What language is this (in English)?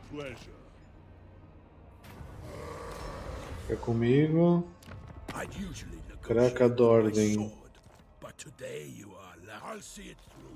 Portuguese